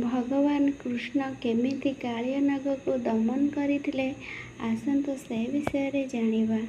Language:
Odia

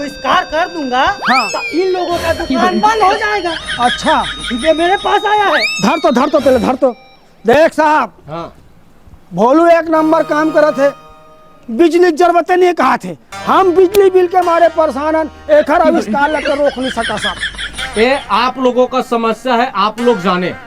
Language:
Chhattisgarhi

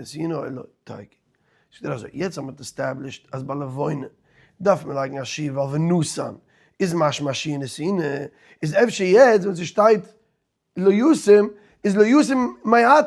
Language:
Yiddish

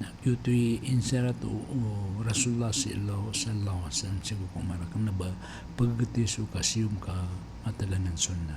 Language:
Maranao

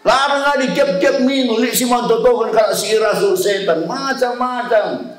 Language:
Batak Karo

